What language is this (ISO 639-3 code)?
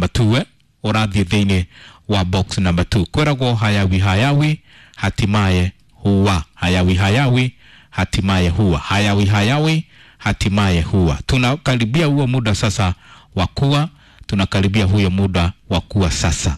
kik